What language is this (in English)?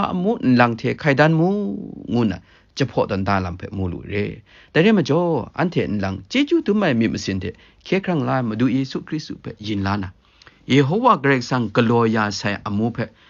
Kachin